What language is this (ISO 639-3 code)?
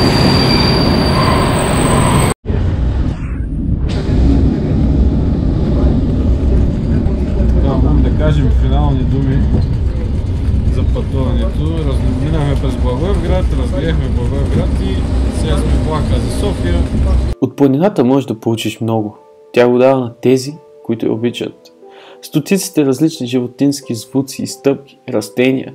bul